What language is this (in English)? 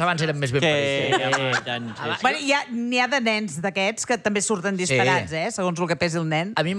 Catalan